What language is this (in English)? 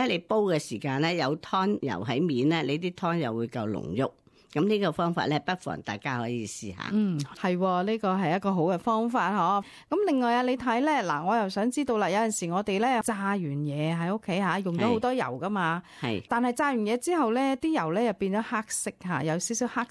Cantonese